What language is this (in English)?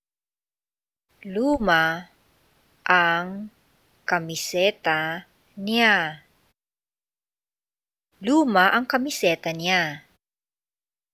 Filipino